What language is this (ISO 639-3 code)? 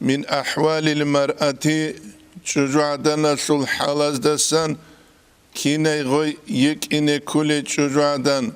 ava